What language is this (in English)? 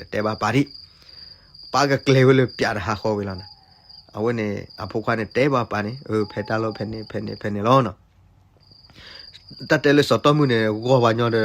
S'gaw Karen